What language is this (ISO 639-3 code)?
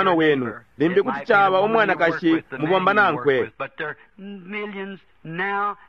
bem